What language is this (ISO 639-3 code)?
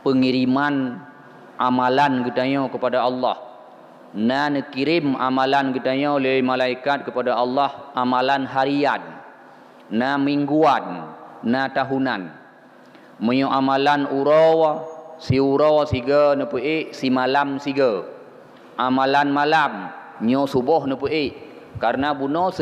ace